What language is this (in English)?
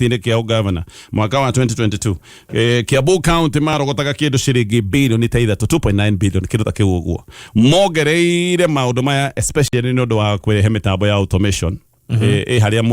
Kikuyu